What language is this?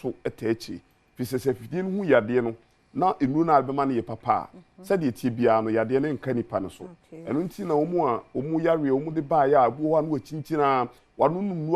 Akan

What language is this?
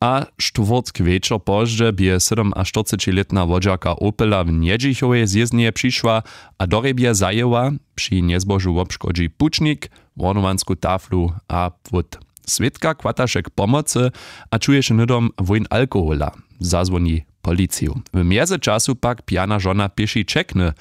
Upper Sorbian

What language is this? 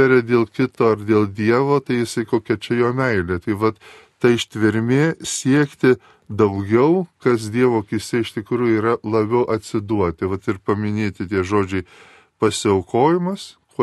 Lithuanian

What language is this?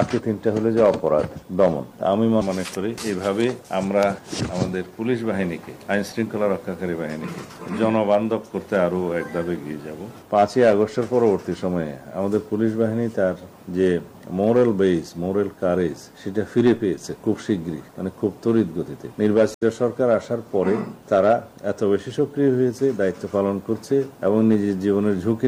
Bangla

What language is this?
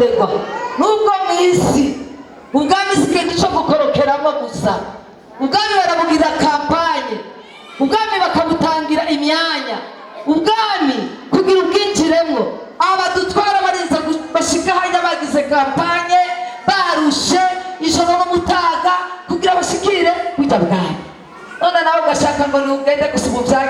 Rundi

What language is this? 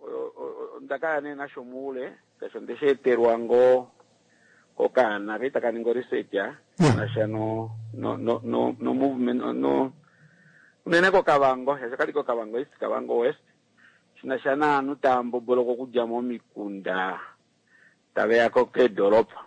Kuanyama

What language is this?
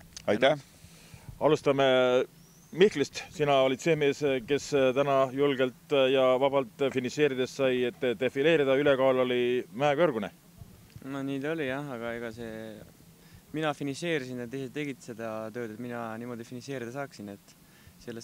Estonian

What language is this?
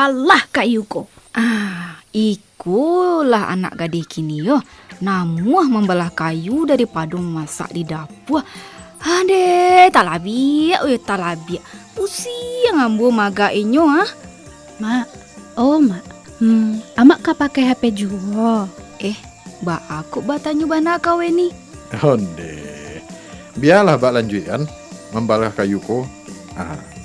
Minangkabau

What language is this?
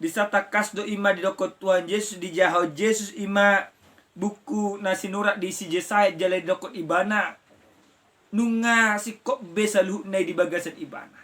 Batak Toba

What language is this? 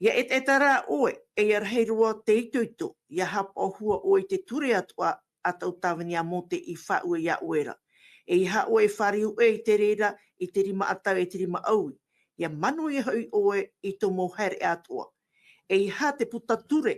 Tahitian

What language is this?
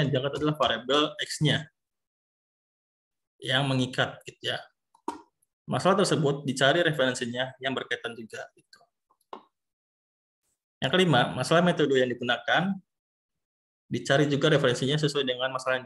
Indonesian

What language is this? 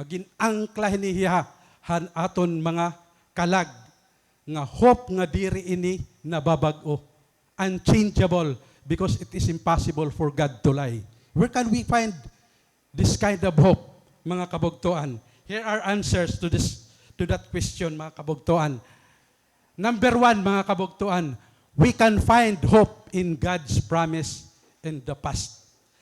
Waray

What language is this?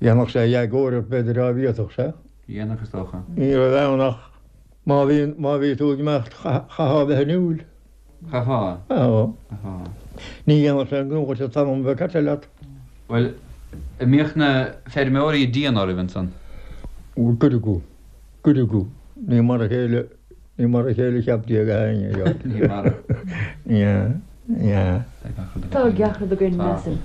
Irish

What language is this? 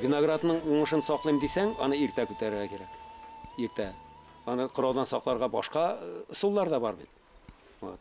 Bashkir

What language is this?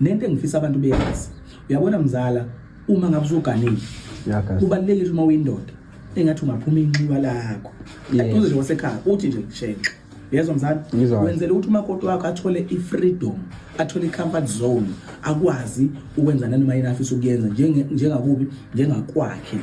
Zulu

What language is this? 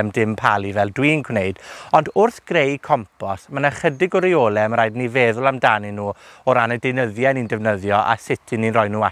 Welsh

